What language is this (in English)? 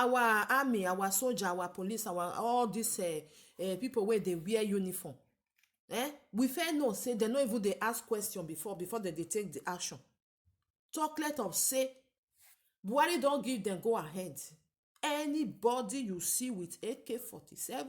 Nigerian Pidgin